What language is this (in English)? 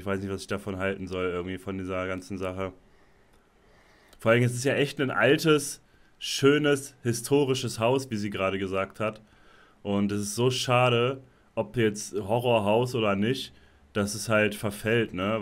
German